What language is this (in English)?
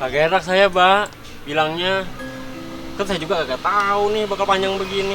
Betawi